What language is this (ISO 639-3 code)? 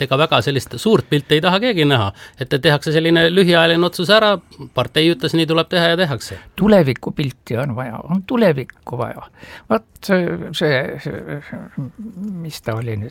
est